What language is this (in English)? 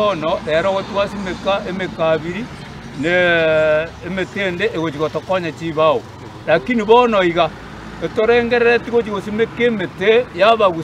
Gusii